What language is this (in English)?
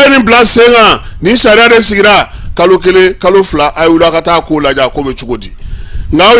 Bambara